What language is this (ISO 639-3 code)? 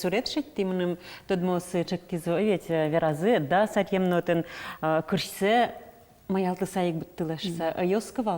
udm